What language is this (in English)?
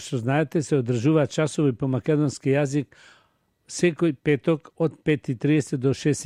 Macedonian